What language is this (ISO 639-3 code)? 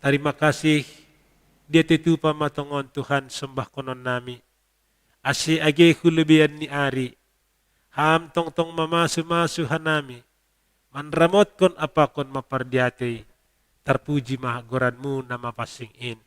bts